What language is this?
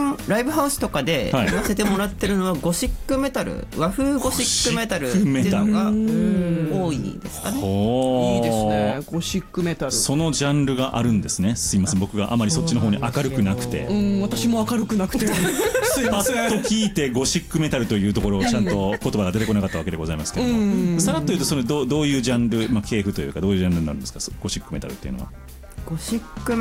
Japanese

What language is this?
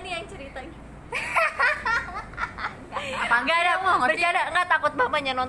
Indonesian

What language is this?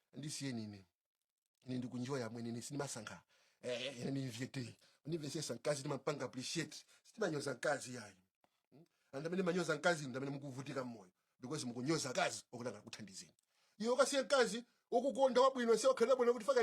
Nyanja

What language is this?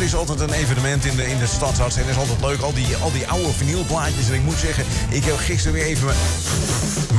Dutch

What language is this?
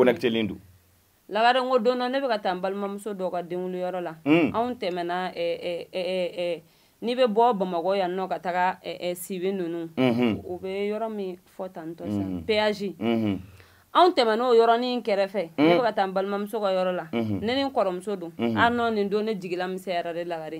Bambara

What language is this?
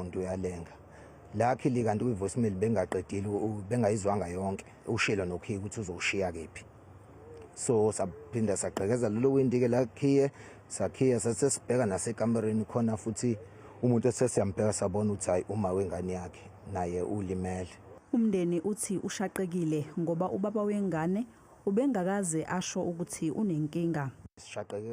Zulu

